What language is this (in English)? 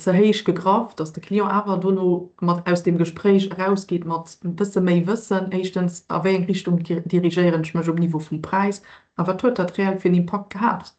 Luxembourgish